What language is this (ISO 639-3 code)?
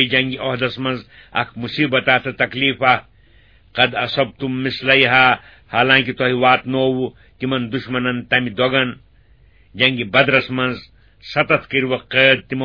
kas